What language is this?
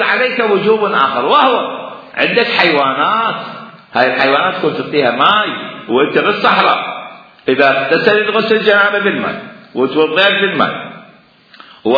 Mesopotamian Arabic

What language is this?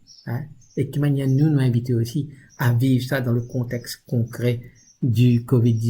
Morisyen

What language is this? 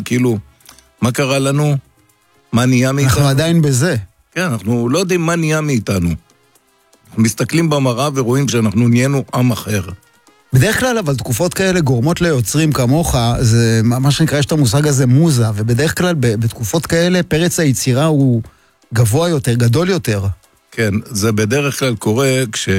Hebrew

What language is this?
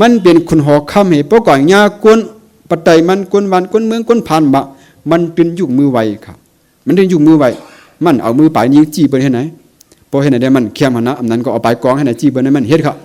Shan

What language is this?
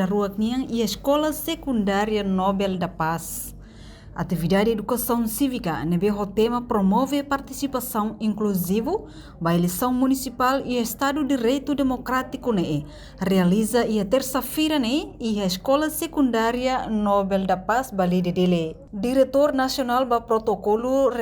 Tetum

